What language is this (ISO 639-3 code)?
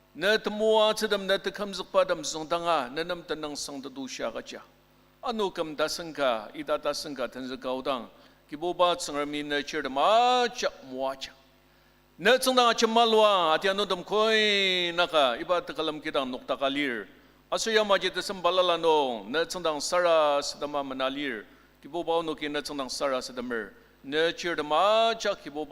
njo